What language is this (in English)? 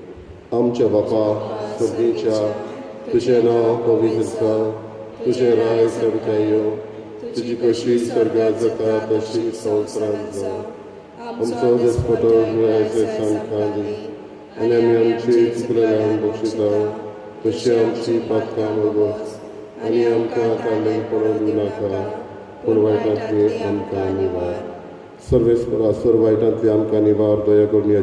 Konkani